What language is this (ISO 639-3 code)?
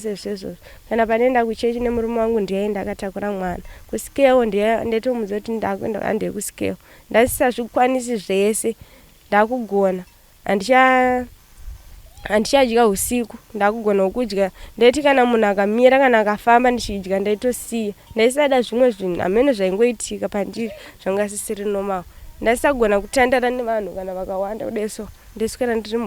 sna